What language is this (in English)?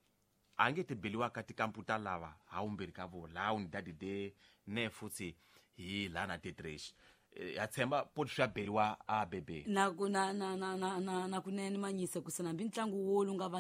Tsonga